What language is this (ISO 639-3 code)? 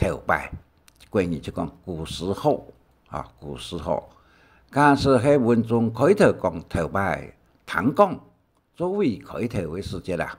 hak